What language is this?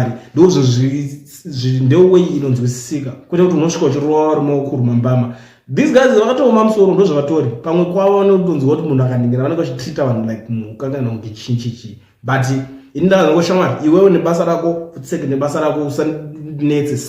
Shona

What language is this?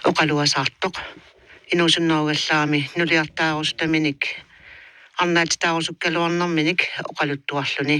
Kalaallisut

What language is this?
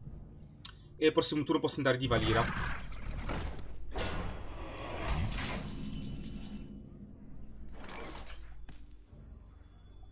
Italian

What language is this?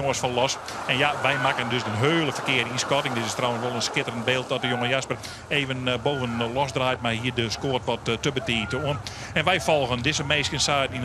Western Frisian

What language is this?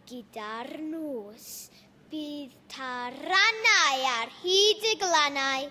Welsh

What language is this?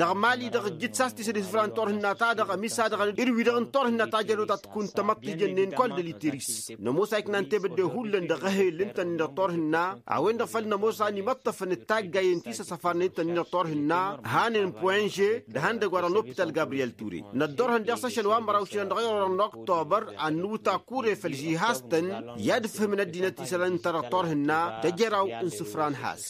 Tamasheq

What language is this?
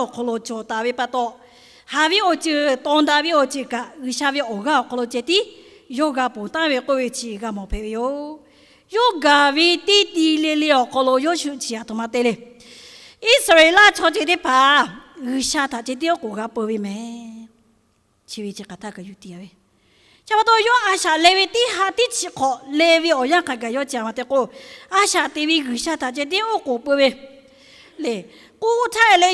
Lahu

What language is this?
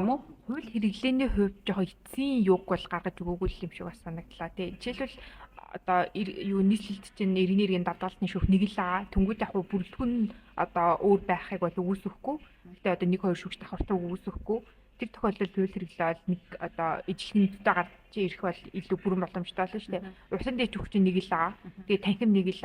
Mongolian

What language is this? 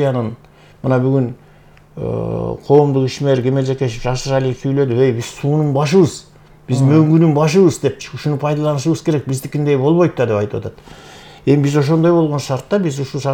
Kyrgyz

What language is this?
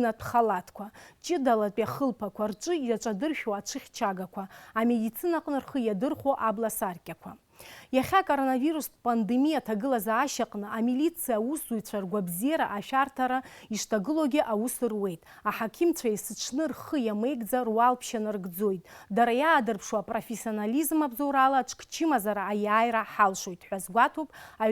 Abkhazian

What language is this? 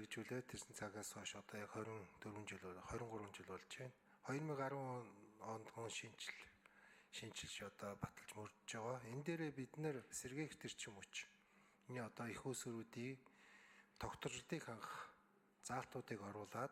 Mongolian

